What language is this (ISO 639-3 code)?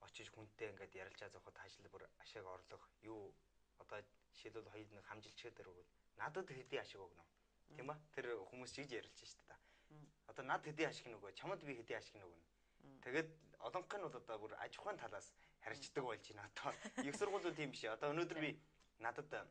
mon